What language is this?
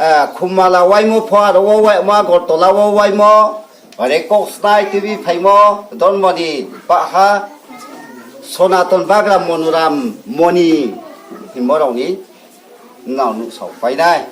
Riang (India)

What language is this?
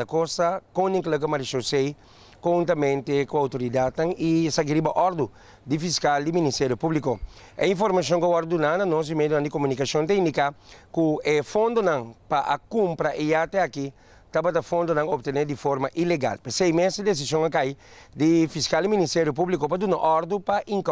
Papiamento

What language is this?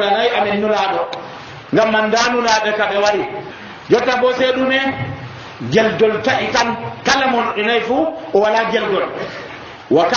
Nigerian Fulfulde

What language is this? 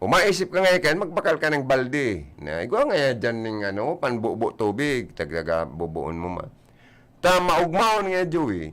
Bikol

